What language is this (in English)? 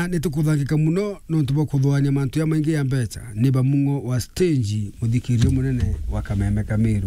Meru